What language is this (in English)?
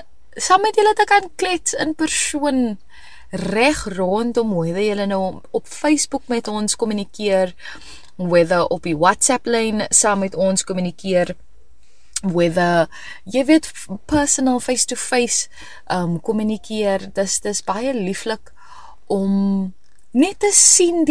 Afrikaans